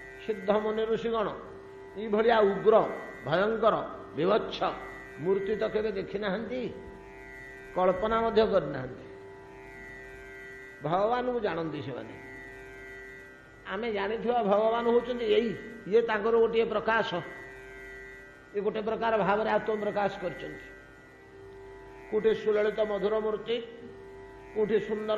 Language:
Odia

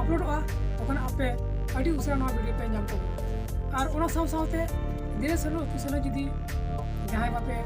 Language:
Santali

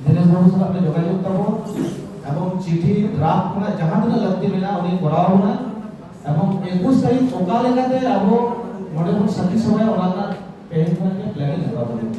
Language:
Santali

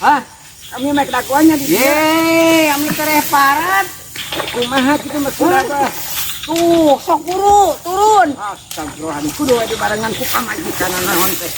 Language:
Sundanese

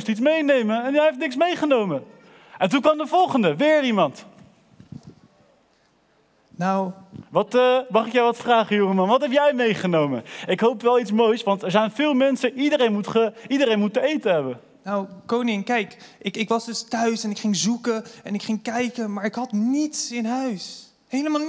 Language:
Dutch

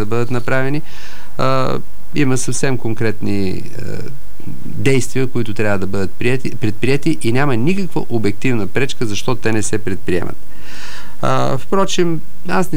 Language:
Bulgarian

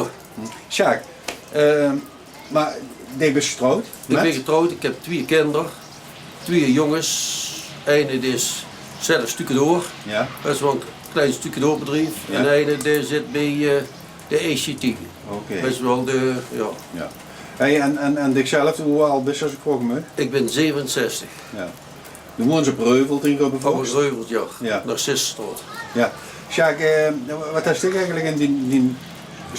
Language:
Limburgish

